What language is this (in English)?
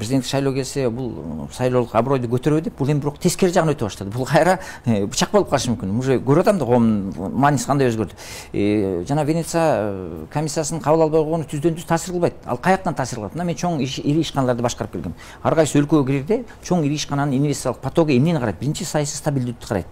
Kyrgyz